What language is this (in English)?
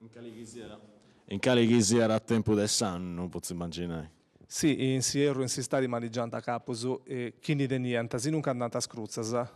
Sardinian